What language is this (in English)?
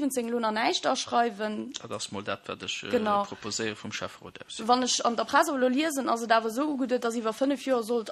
Luxembourgish